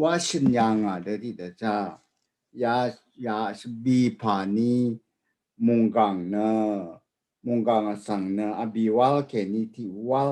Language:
Rawang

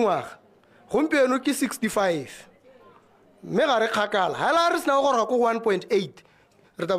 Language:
Tswana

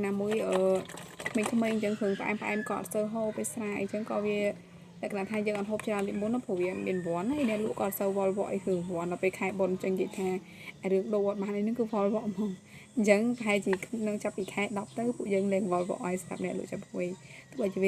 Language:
Khmer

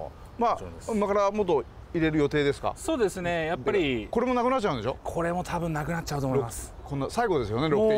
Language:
Japanese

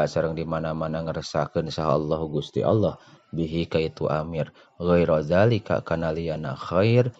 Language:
Sundanese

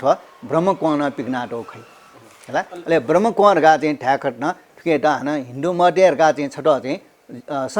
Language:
Newari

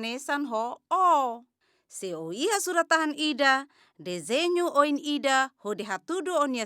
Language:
Tetum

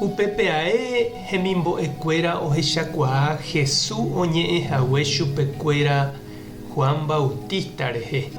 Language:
Guarani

